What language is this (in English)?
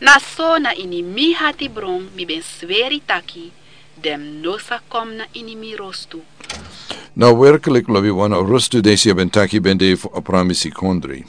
Sranan Tongo